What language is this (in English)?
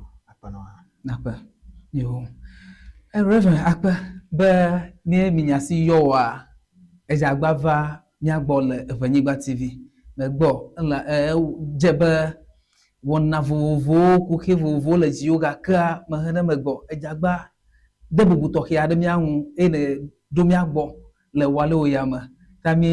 Ewe